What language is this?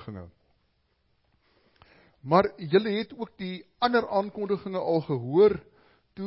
Afrikaans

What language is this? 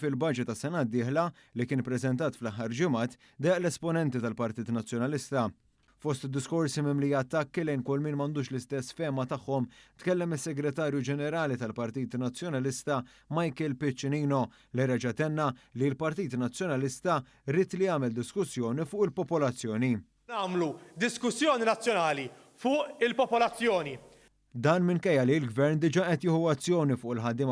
Maltese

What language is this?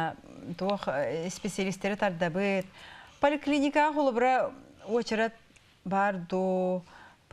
Yakut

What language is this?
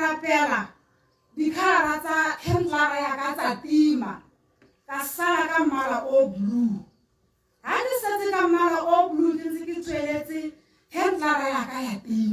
Tswana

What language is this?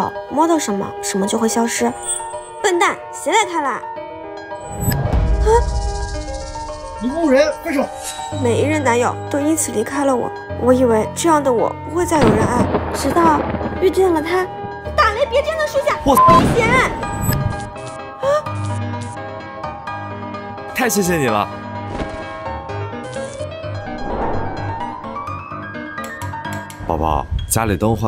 Chinese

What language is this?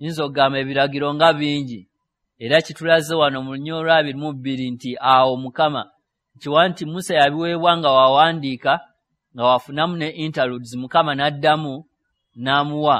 Ganda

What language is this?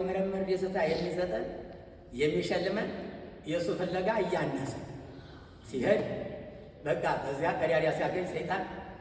Amharic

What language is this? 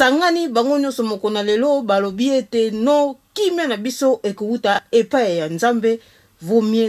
Lingala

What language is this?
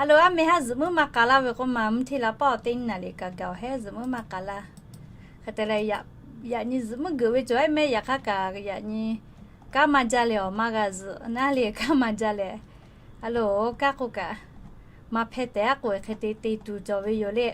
Lahu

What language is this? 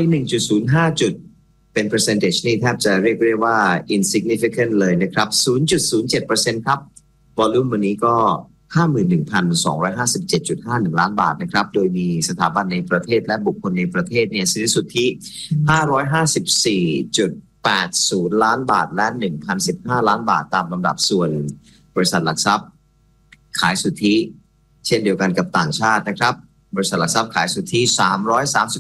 Thai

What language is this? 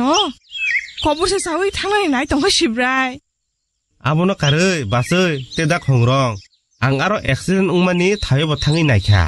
Kok Borok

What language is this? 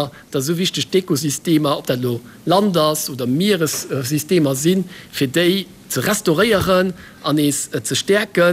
Luxembourgish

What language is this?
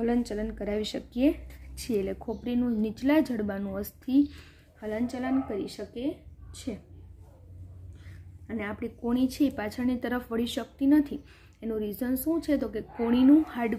Gujarati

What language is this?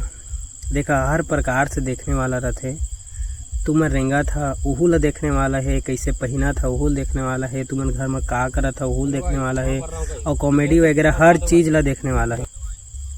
Chhattisgarhi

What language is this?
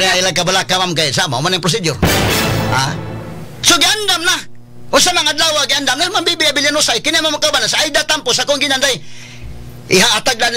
Cebuano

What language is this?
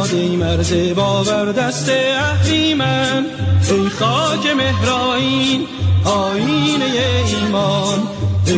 Persian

